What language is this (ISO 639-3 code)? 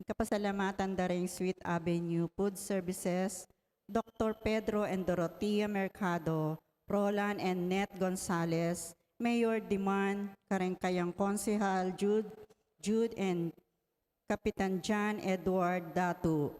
pam